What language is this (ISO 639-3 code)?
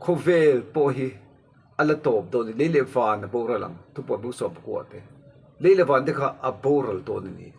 lus